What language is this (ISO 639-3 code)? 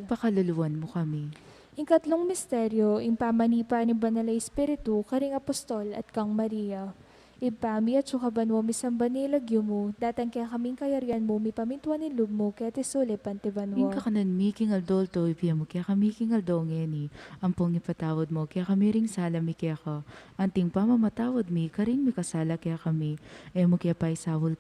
pam